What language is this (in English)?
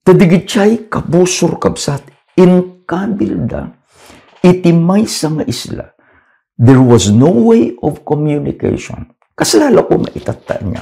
Iloko